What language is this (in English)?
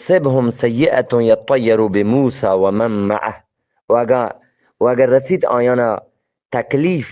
Eastern Balochi